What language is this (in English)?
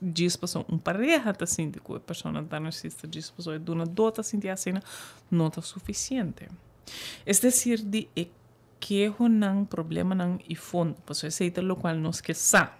Papiamento